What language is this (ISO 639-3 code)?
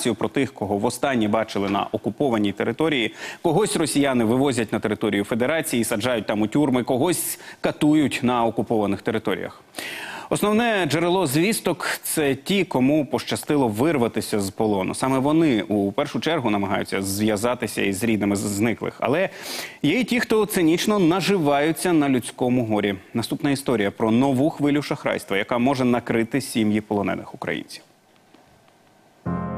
ukr